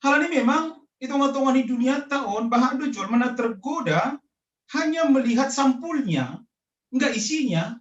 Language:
Batak Simalungun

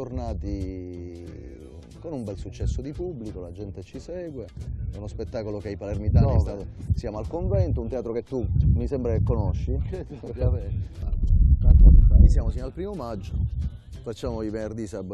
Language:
Italian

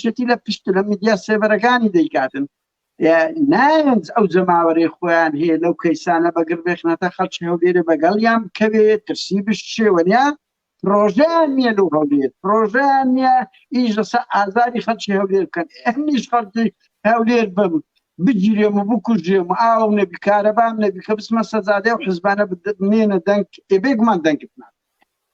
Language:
Central Kurdish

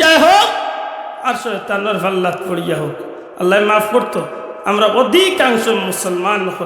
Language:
Sylheti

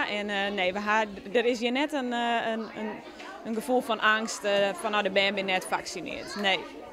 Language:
Western Frisian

